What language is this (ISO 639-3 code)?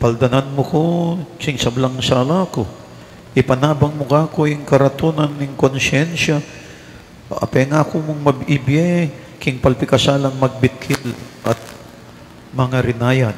pam